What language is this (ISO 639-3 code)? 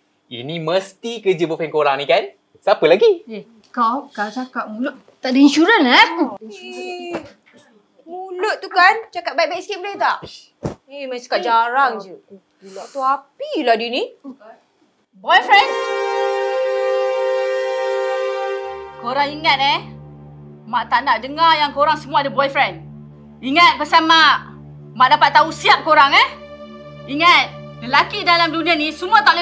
msa